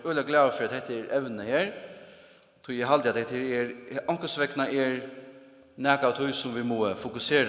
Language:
Faroese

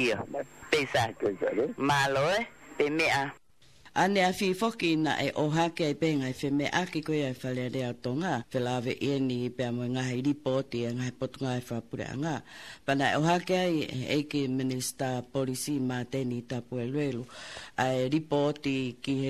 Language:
Tongan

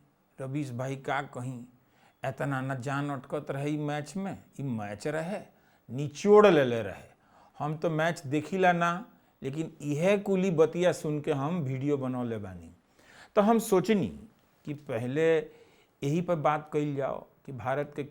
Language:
Bhojpuri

